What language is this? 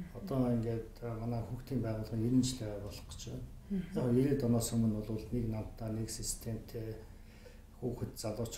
Mongolian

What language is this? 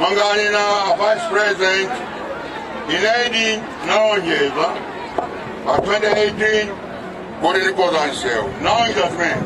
Nyanja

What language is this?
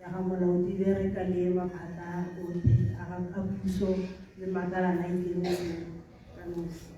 Tswana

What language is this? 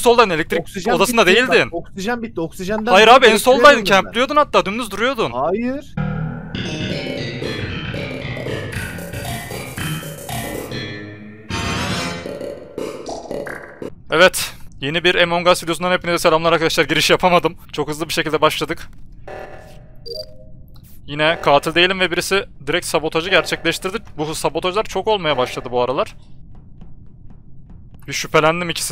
Turkish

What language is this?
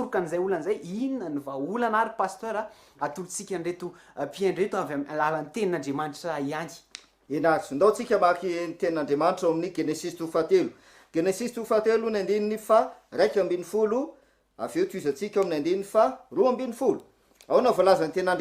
Malagasy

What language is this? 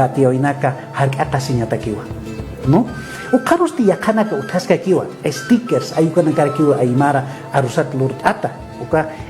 Aymara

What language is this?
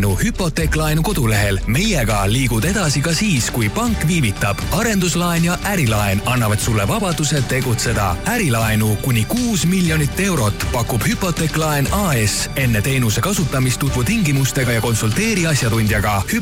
Estonian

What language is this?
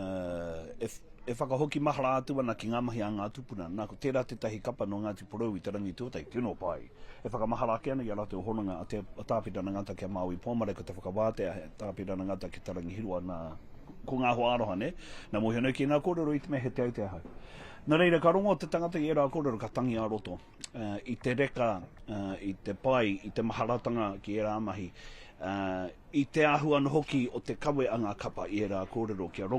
Māori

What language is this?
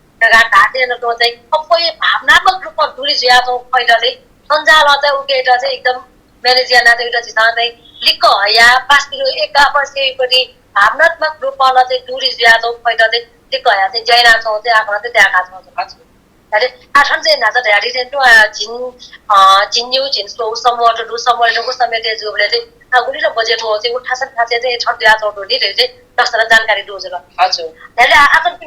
Newari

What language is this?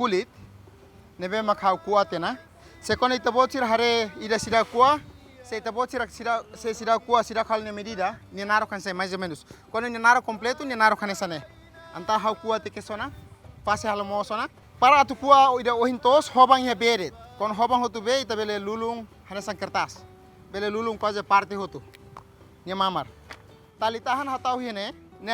Tetum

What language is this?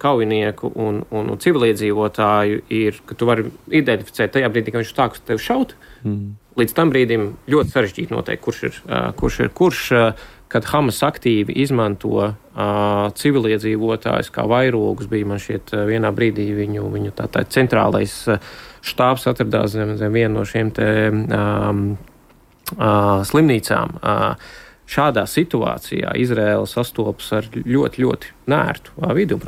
Latvian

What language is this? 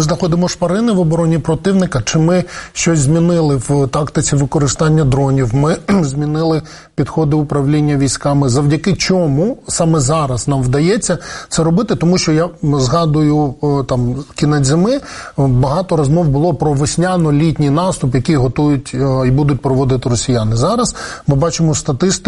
Ukrainian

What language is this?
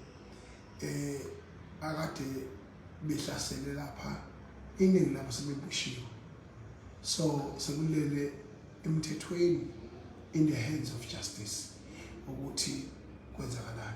Zulu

